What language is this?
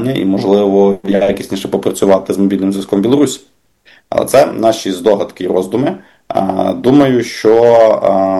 Ukrainian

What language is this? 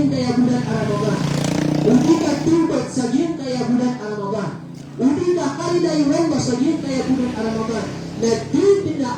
Maranao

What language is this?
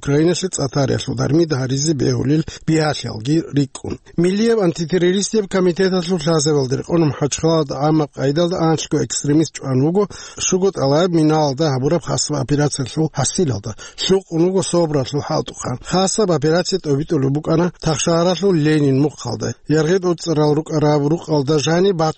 Avaric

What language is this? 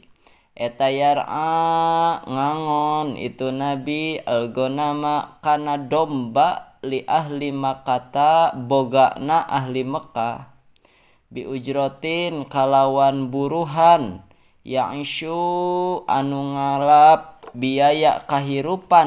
Sundanese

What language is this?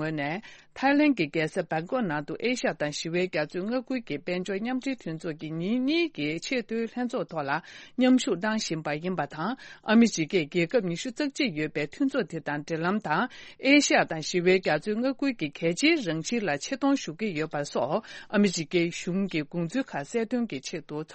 Tibetan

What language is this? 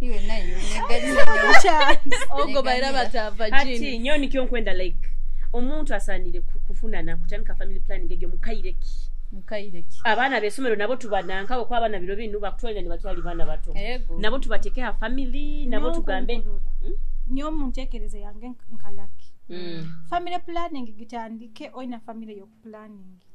Nyoro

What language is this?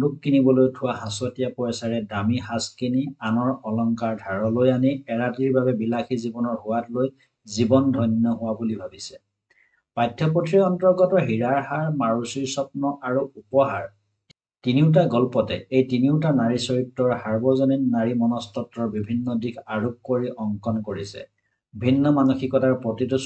Assamese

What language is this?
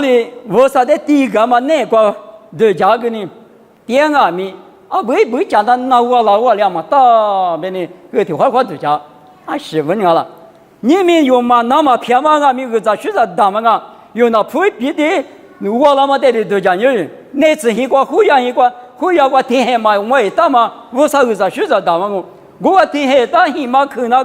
Lisu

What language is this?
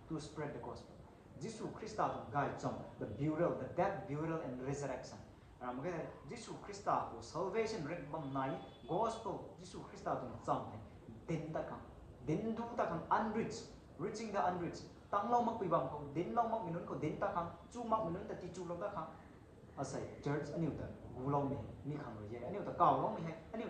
Rongmei Naga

